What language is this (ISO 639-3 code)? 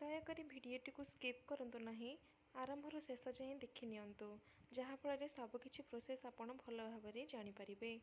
ori